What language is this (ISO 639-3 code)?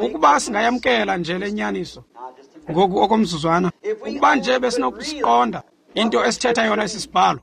xho